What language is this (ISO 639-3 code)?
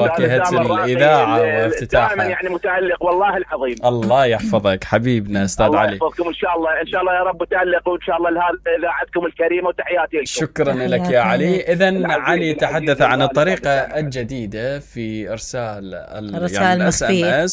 acm